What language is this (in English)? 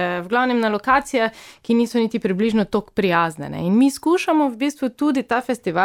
Slovenian